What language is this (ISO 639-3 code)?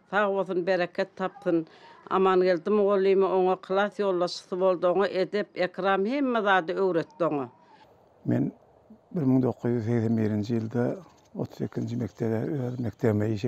tuk